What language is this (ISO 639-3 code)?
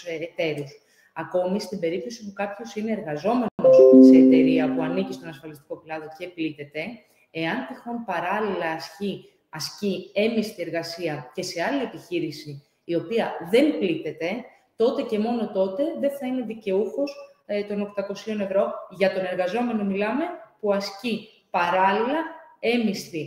ell